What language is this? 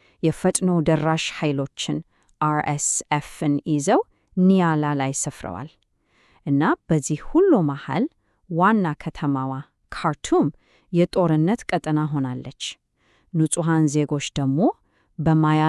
Amharic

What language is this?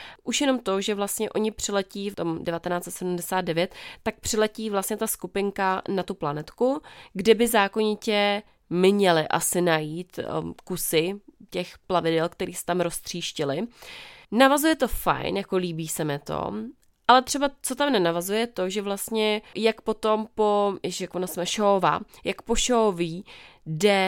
Czech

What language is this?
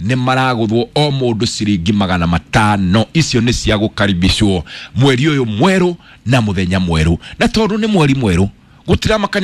Kikuyu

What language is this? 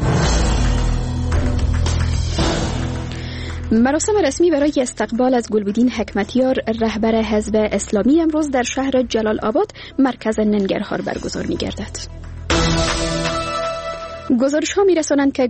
Persian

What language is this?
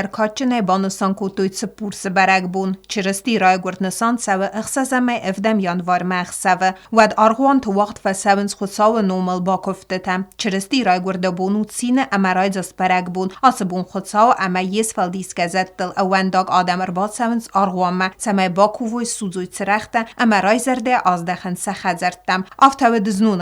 Ossetic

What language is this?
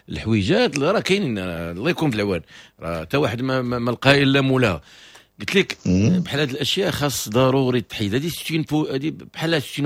Moroccan Arabic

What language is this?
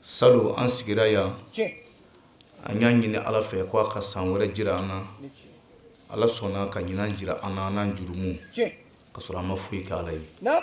Bambara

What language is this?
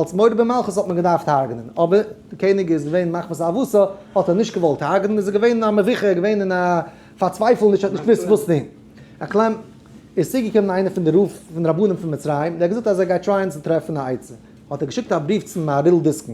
Yiddish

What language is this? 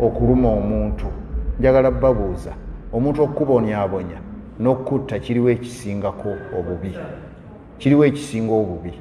Ganda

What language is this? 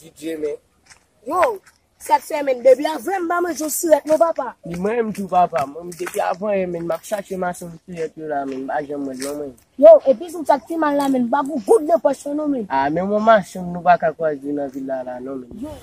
Haitian Creole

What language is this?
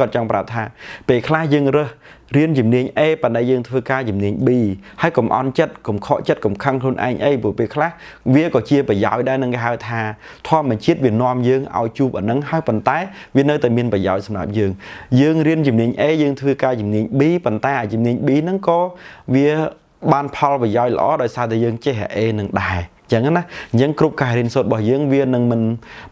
Khmer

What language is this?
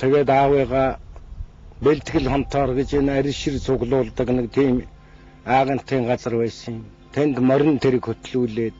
Mongolian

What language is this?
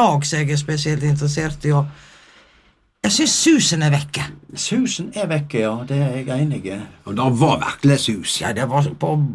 Norwegian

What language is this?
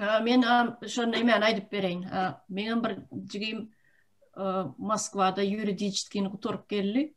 Turkmen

